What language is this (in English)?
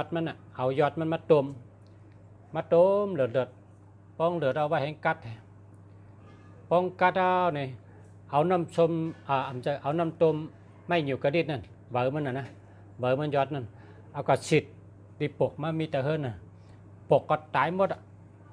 Shan